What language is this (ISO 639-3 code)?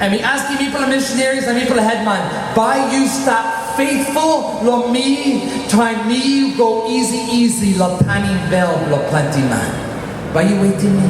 tpi